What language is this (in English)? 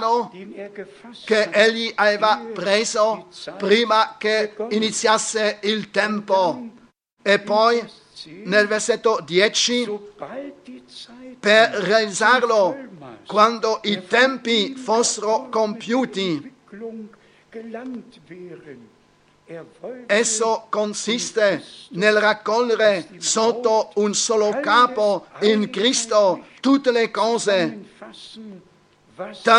Italian